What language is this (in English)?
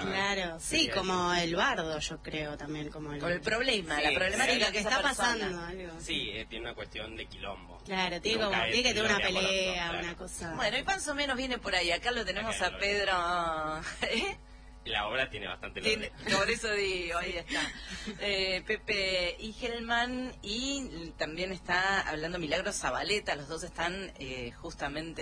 Spanish